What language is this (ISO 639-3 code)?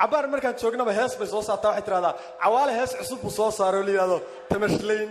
som